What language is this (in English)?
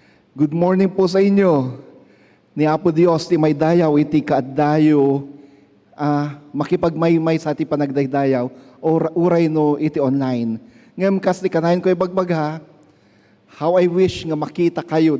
Iloko